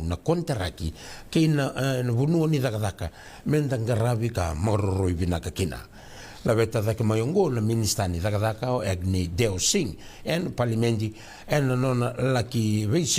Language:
Fijian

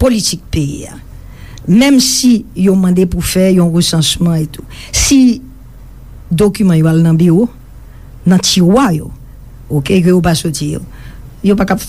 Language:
Haitian Creole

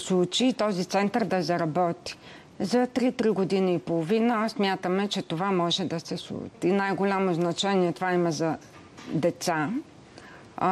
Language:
Bulgarian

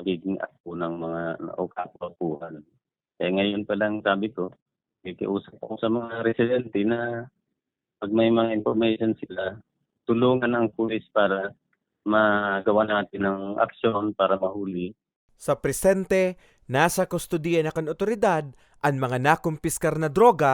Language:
Bikol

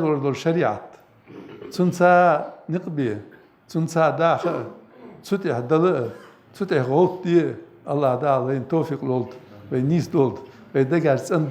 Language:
Ingush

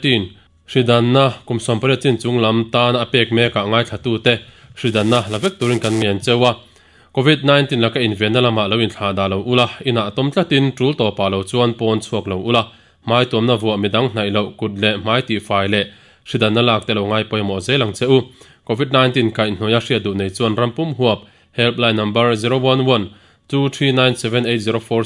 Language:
Mizo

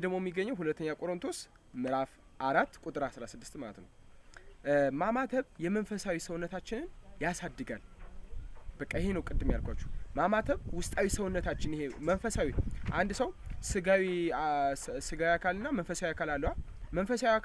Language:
Amharic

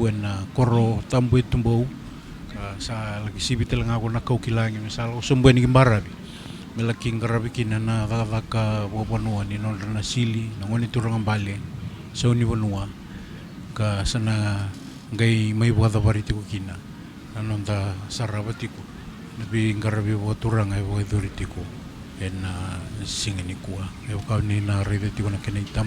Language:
Fijian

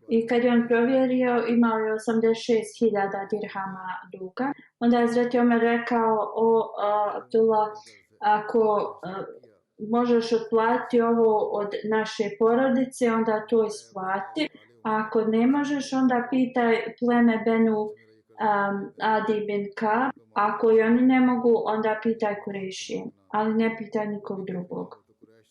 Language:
Bosnian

